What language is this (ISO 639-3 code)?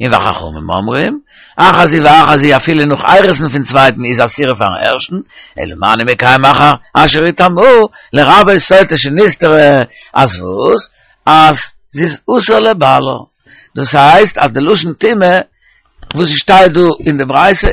yid